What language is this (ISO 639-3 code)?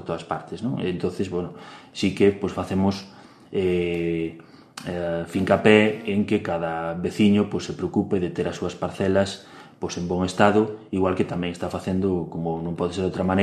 glg